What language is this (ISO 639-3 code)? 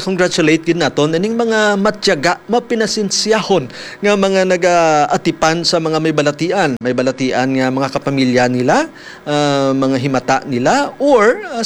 hil